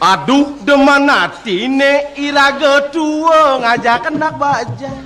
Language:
Balinese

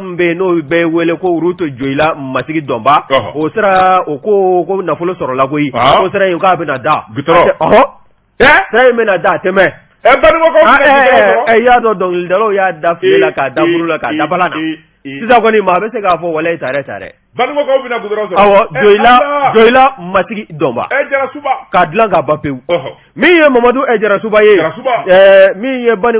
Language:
Bambara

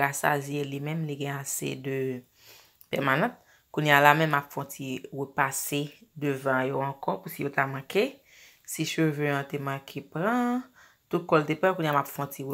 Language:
Haitian Creole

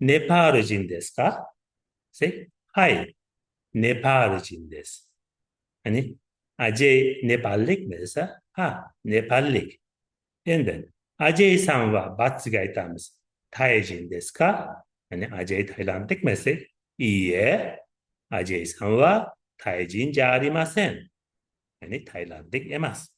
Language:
Uzbek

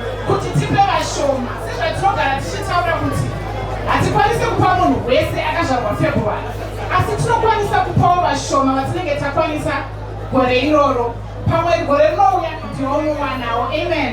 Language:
Shona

